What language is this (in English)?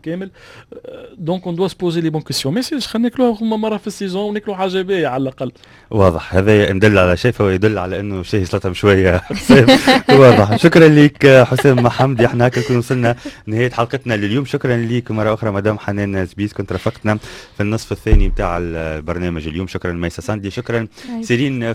Tunisian Arabic